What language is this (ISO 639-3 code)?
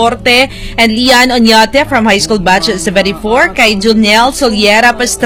hil